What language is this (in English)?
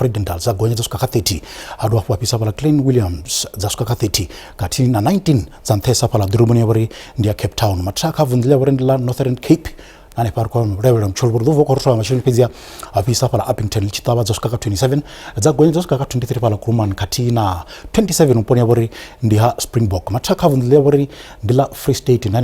Venda